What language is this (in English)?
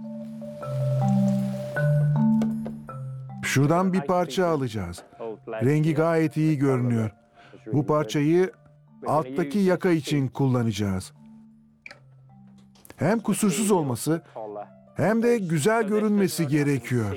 Turkish